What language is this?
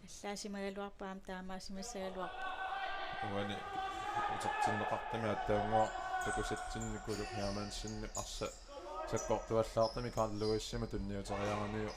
Kalaallisut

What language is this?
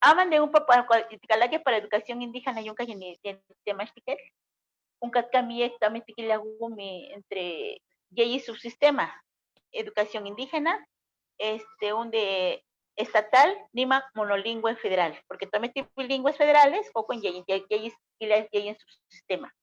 Eastern Huasteca Nahuatl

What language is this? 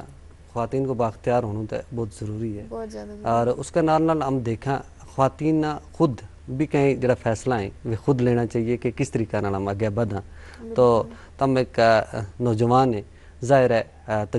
Gujari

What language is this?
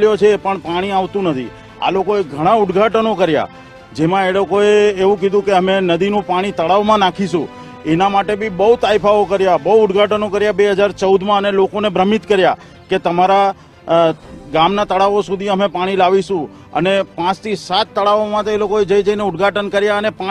Gujarati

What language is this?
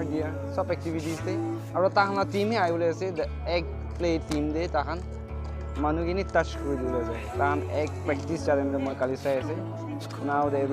Naga Pidgin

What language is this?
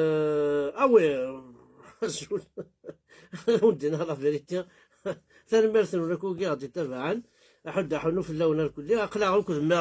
Kabyle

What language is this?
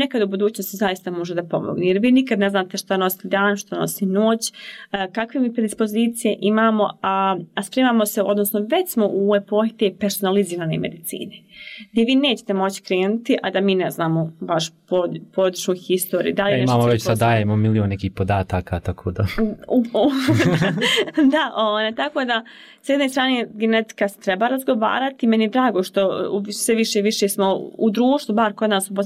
Bosnian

